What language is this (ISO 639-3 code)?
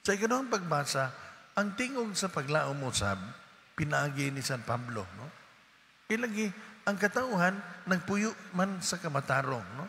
ceb